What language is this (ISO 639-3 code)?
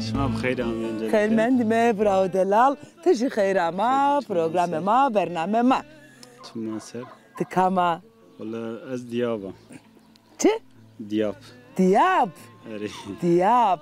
zza